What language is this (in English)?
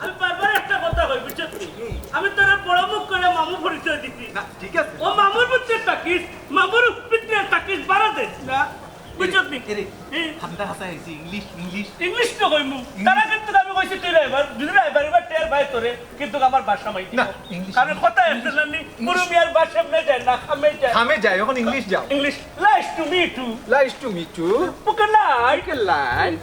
Sylheti